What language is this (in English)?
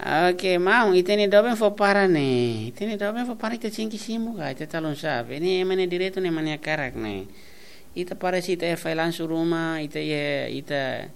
Tetum